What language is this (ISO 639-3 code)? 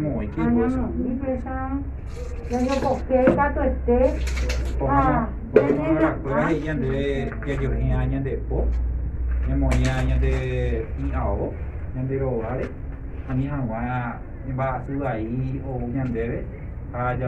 grn